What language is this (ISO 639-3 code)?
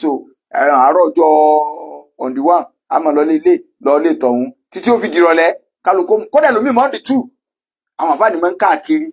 yor